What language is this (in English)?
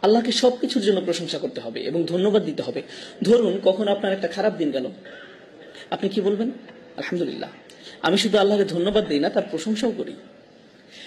Bangla